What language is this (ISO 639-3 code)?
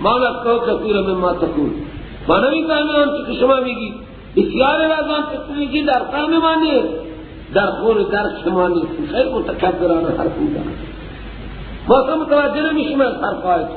fas